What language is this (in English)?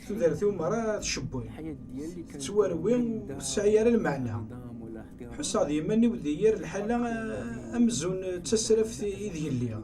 Kabyle